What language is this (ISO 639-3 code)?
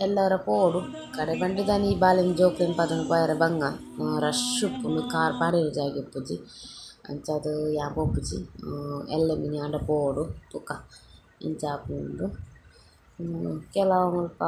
tcy